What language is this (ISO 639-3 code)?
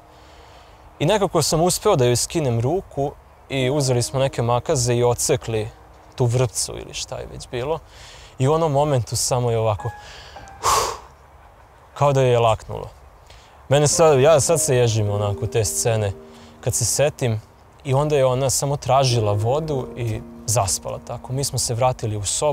srp